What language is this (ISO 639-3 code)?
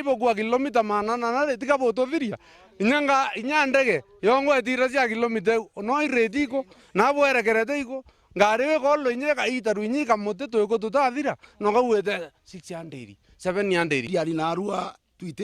mer